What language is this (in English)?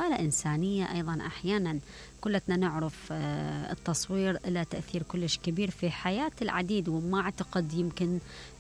Mesopotamian Arabic